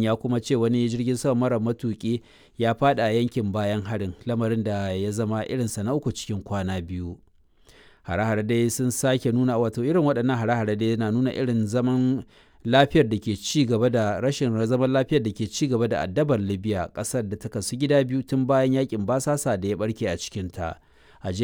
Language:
Hausa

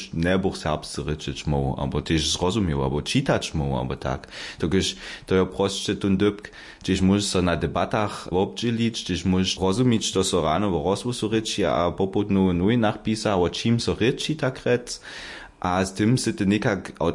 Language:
Upper Sorbian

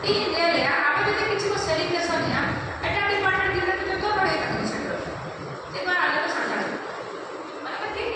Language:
Santali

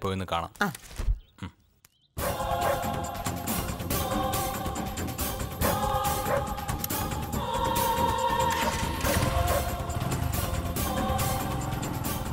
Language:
Malayalam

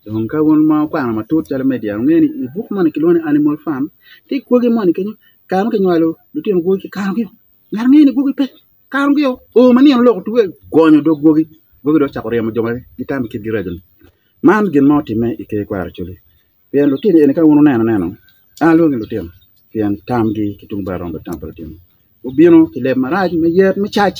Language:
Acoli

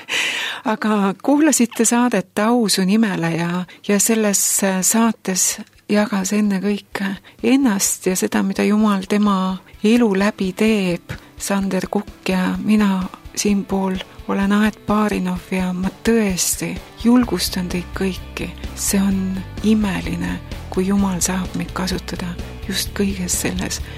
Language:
Estonian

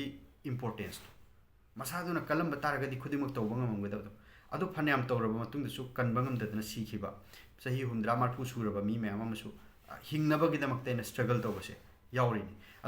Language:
Manipuri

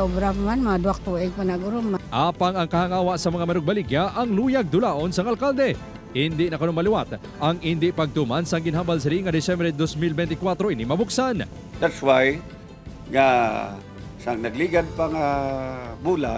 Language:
Hiligaynon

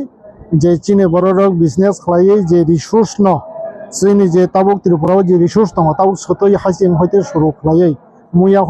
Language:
Kok Borok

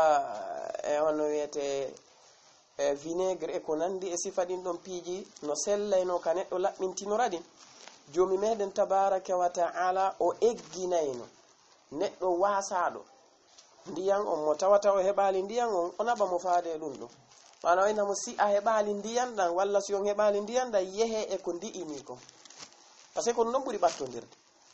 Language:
Fula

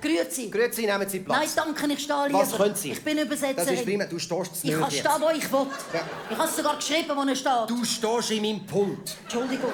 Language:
Swiss German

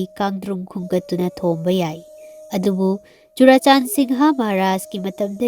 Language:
Manipuri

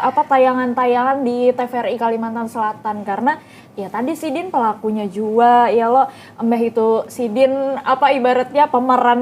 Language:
Banjar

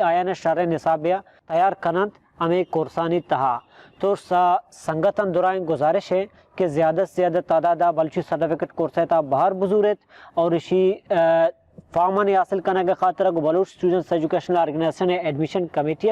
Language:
Baluchi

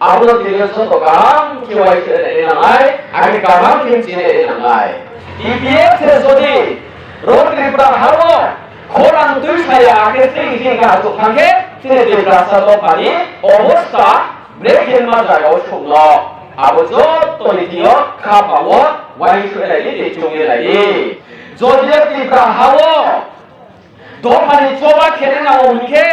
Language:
Kok Borok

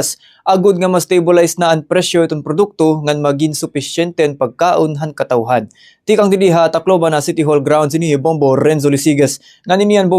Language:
Waray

